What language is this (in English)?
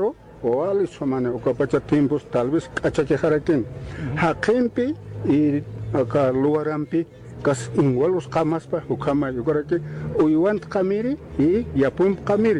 Aymara